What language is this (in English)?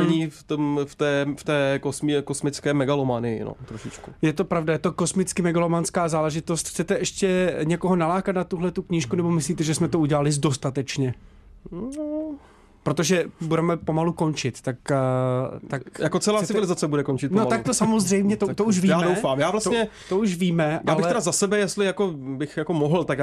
Czech